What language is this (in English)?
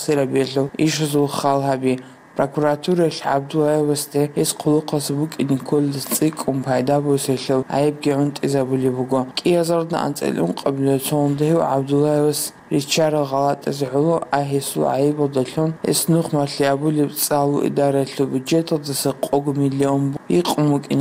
Avaric